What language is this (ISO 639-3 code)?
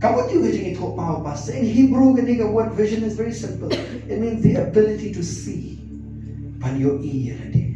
kha